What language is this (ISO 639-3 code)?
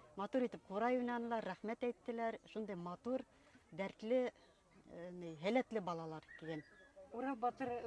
bak